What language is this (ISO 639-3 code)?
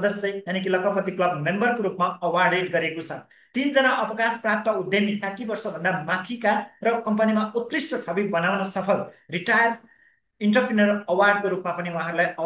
nep